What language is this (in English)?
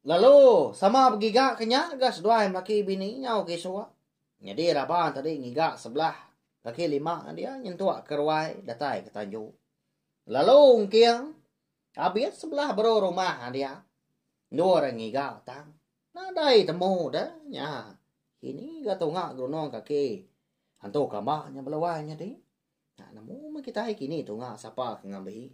Iban